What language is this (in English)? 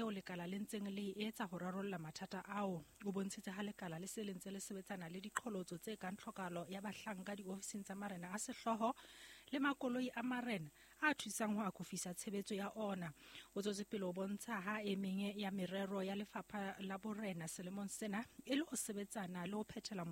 Southern Sotho